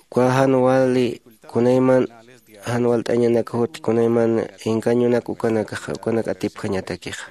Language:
Aymara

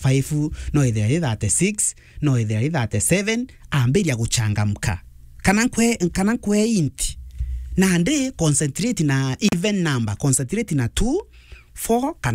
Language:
Meru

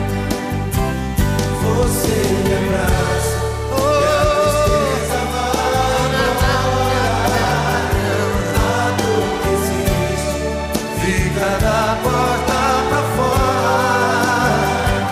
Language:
Portuguese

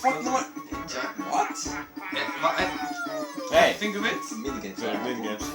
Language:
Faroese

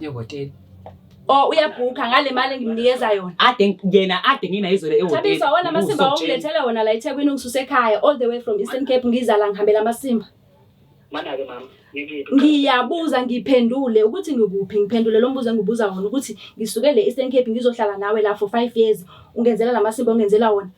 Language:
Zulu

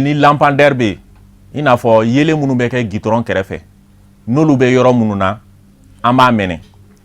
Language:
Bambara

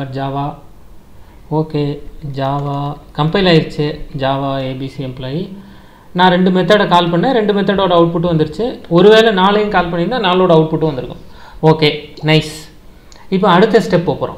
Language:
Tamil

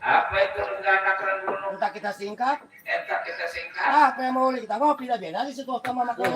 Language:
Betawi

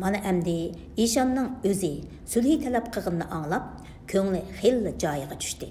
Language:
Uyghur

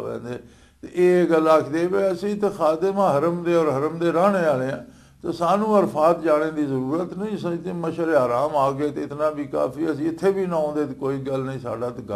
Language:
Western Panjabi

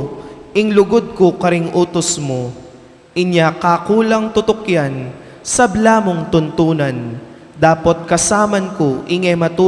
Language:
Pampanga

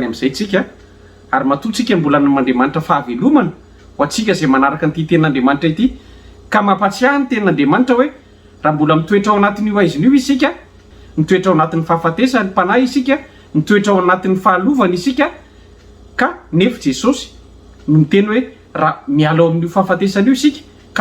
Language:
Malagasy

